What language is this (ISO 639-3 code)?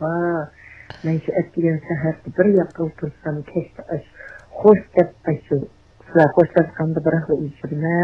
uig